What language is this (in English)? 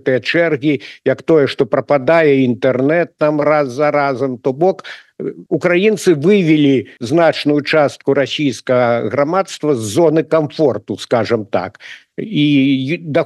Belarusian